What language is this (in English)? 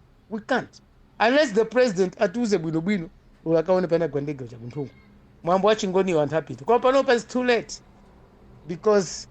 Nyanja